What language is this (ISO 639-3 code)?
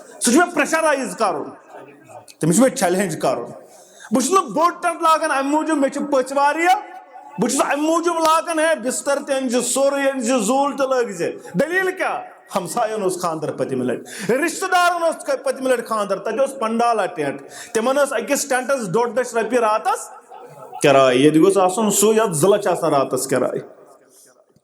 kas